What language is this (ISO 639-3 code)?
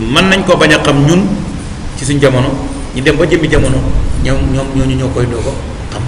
wol